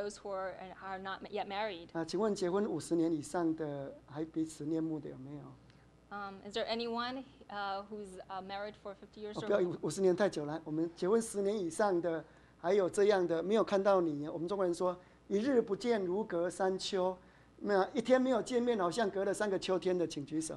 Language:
Chinese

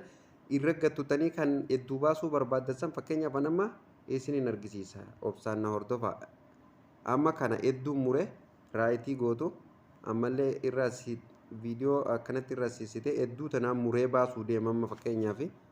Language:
Oromo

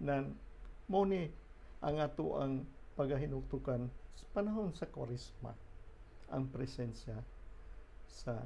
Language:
Cebuano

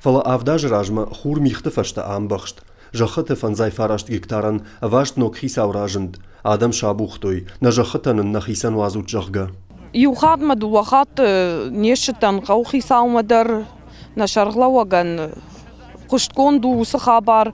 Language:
Ossetic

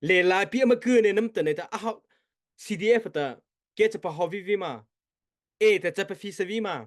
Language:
Mara Chin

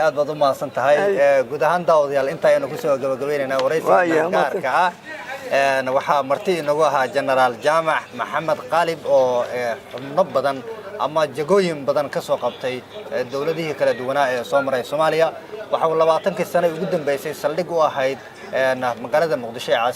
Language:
Somali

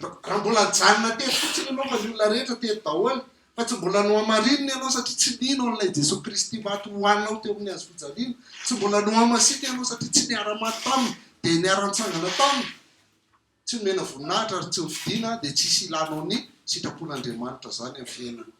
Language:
Malagasy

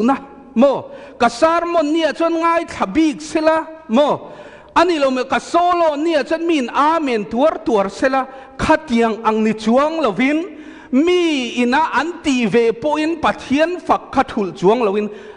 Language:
Mizo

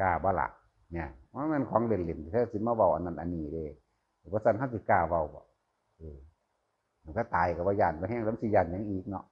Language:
Northeastern Thai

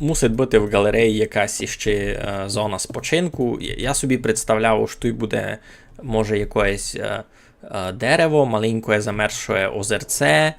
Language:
Rusyn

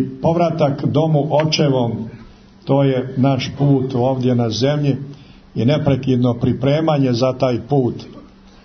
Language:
Serbian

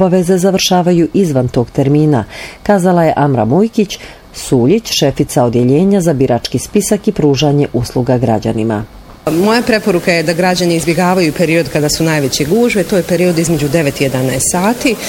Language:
Bosnian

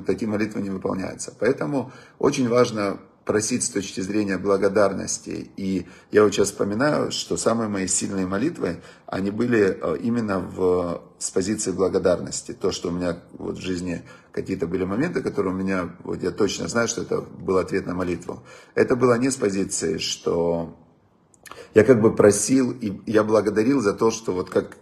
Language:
Russian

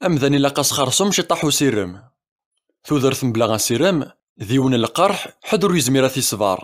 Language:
Kabyle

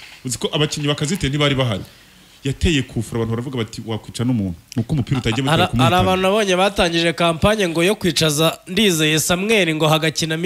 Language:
Kinyarwanda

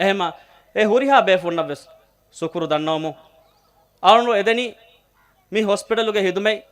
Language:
Divehi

